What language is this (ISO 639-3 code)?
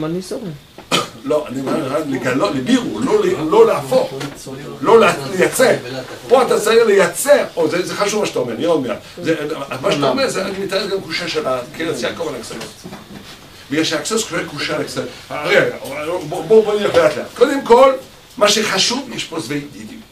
heb